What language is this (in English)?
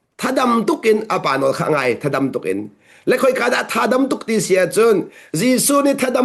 Hakha Chin